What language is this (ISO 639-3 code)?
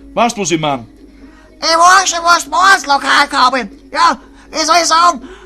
bar